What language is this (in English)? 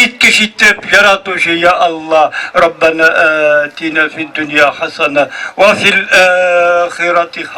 Bashkir